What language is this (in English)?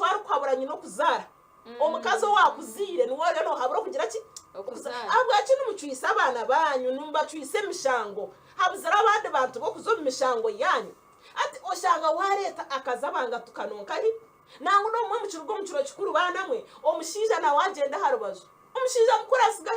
Nyankole